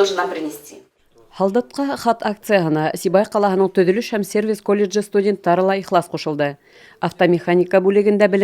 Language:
Bashkir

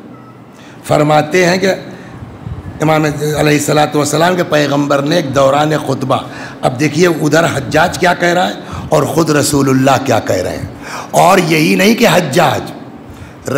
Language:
Urdu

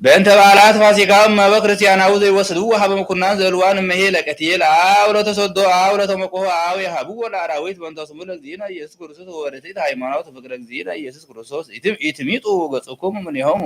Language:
Geez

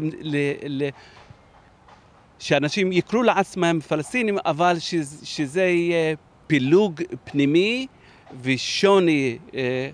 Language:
Hebrew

